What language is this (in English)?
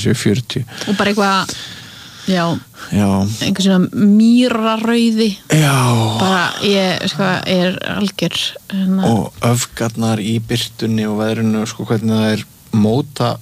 Icelandic